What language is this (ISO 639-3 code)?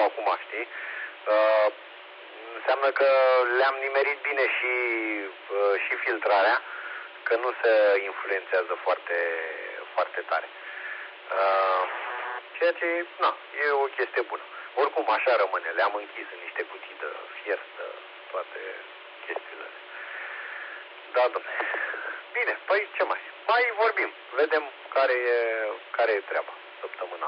ron